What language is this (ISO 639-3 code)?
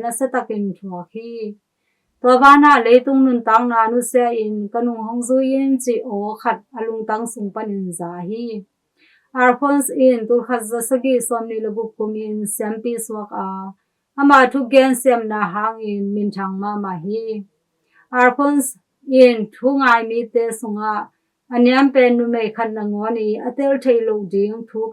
ctd